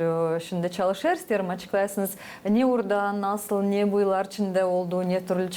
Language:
Gagauz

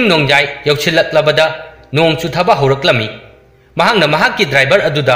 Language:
Manipuri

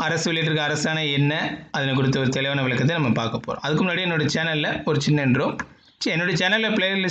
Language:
Tamil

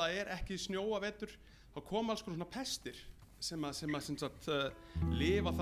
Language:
Icelandic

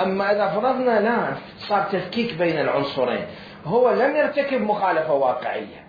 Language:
Mesopotamian Arabic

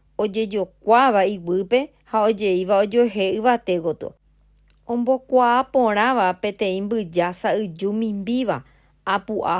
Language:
Guarani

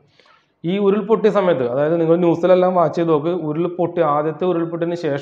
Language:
Malayalam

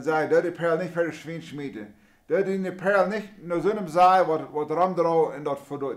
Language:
Plautdietsch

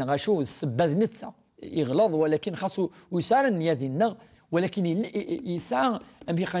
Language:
Kabyle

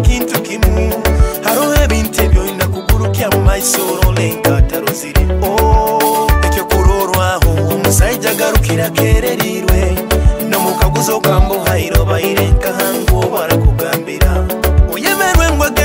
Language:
Nyoro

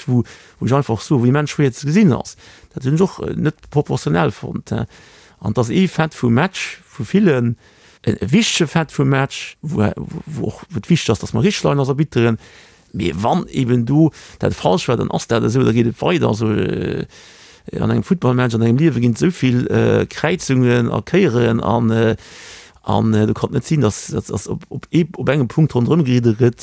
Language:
Luxembourgish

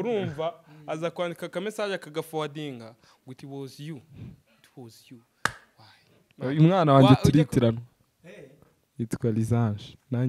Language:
Kinyarwanda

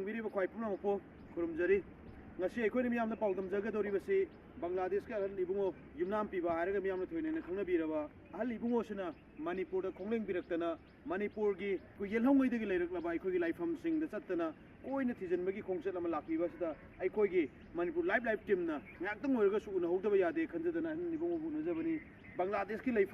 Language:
Manipuri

